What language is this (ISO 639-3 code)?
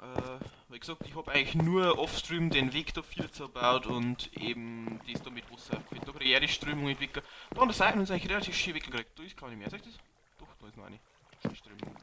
bar